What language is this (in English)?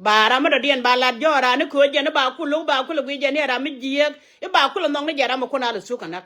Nuer